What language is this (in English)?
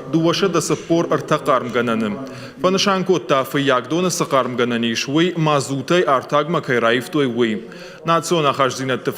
Ossetic